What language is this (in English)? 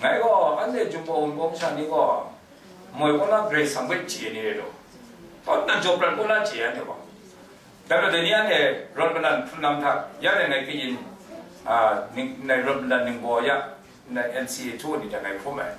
Kachin